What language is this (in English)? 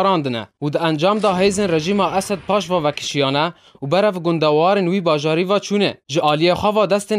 Kurdish